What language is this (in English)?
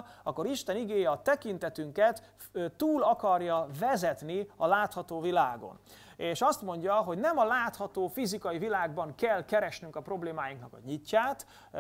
Hungarian